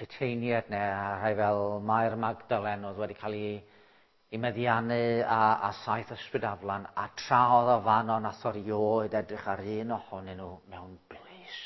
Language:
Welsh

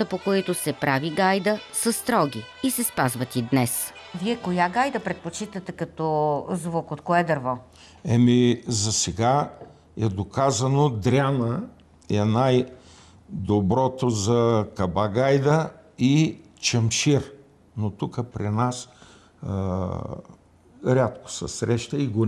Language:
Bulgarian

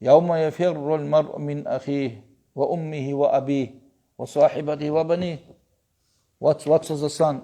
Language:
Avaric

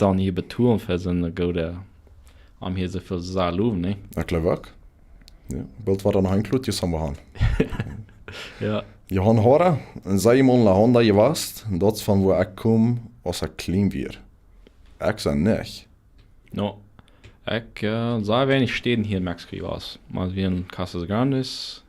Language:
Plautdietsch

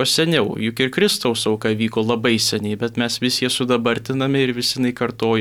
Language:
Lithuanian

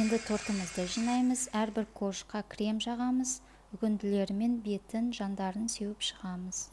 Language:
Kazakh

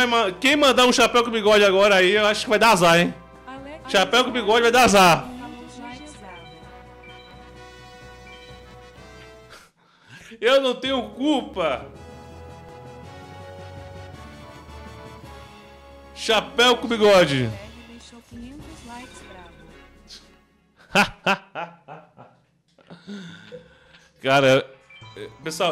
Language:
Portuguese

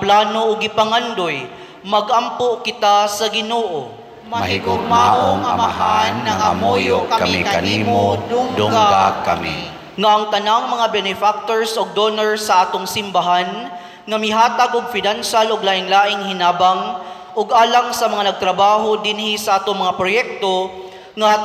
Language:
Cebuano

